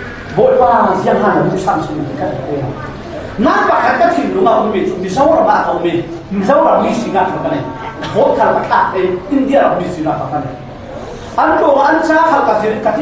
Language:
Falam Chin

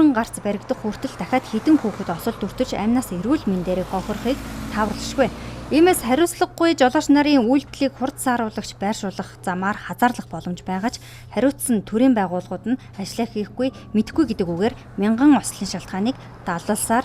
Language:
Mongolian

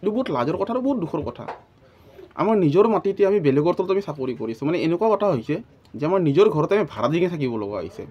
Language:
Assamese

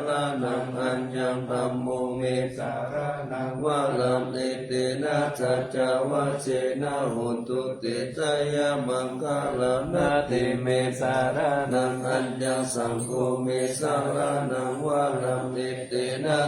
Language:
Pali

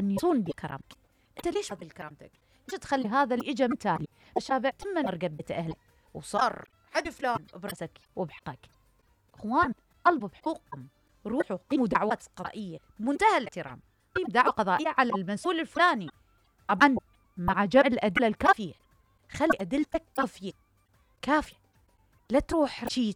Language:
Mesopotamian Arabic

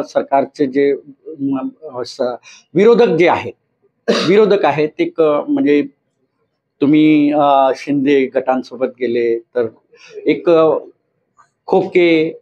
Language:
Marathi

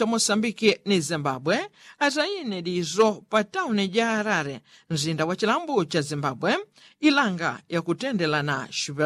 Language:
Yao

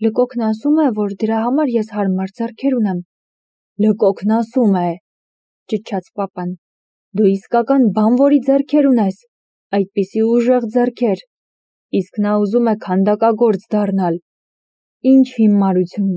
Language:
Armenian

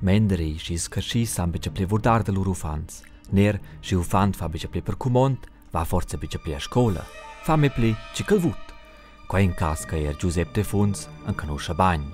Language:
Romansh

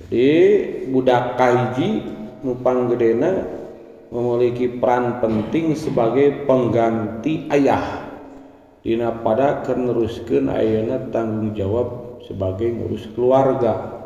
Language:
Sundanese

